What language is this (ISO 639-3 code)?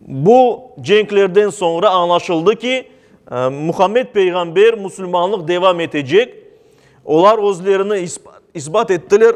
crh